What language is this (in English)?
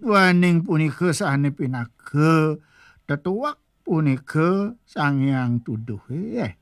Balinese